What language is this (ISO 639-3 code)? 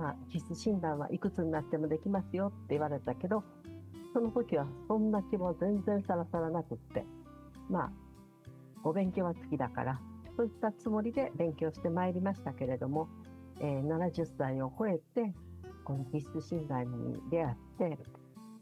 jpn